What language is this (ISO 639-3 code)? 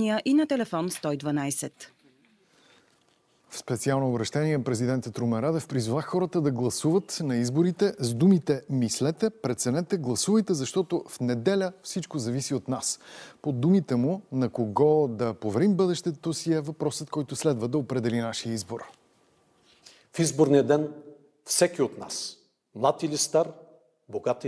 bul